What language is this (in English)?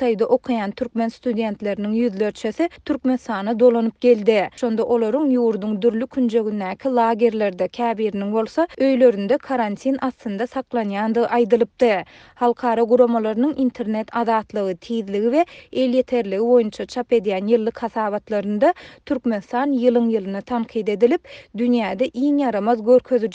Turkmen